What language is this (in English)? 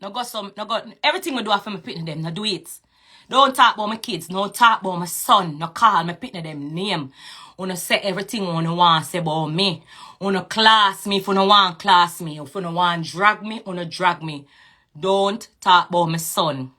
Jamaican Creole English